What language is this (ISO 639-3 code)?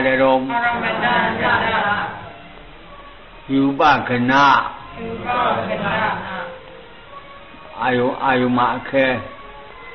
mya